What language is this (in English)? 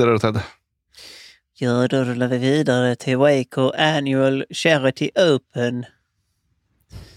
Swedish